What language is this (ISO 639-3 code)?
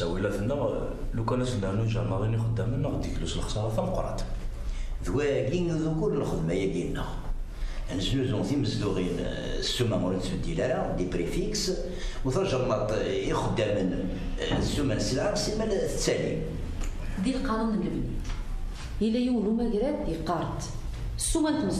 kab